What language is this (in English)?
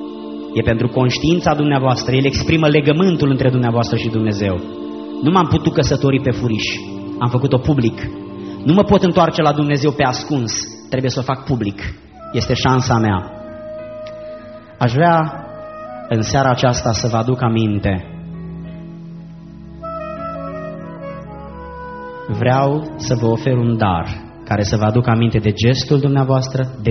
Romanian